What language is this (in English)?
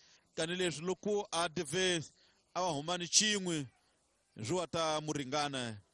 Tsonga